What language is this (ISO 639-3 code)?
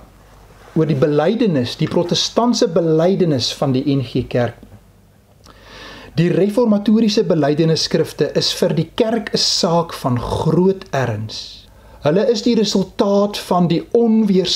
afr